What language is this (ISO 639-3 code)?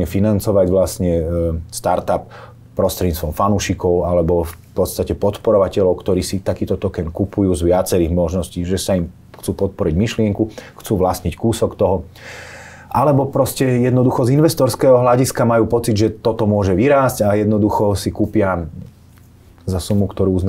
slk